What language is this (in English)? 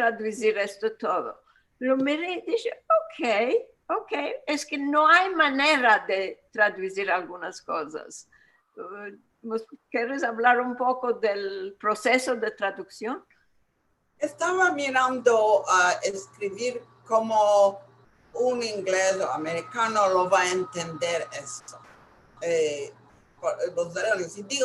Ladino